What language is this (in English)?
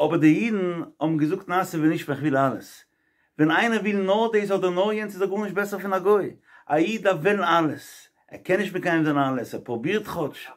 Yiddish